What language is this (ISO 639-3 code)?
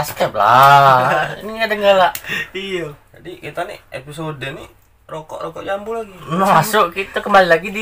mui